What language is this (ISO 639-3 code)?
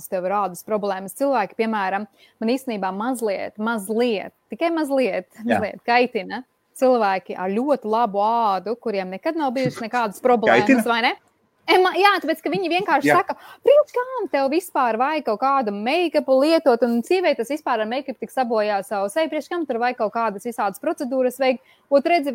lav